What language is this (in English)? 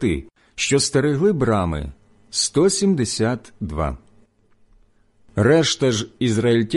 Ukrainian